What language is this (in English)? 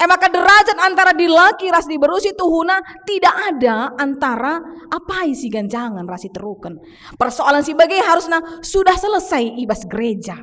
Batak Karo